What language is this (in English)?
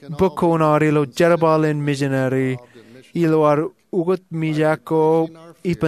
Marshallese